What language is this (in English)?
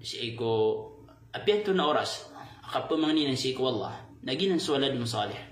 Maranao